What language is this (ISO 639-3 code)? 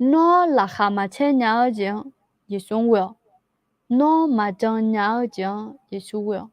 ahk